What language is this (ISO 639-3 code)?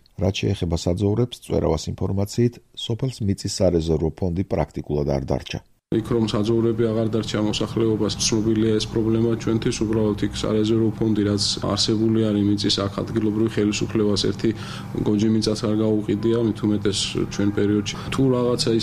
kat